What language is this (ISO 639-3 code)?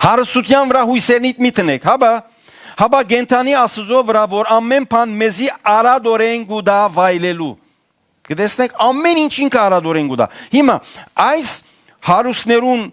hyw